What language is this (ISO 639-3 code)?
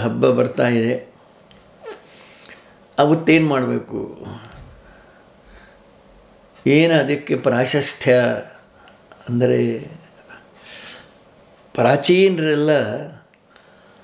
kan